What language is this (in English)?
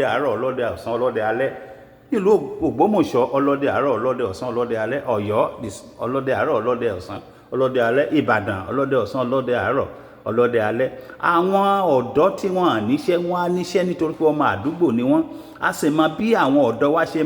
Yoruba